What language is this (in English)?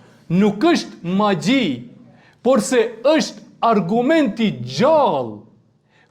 Albanian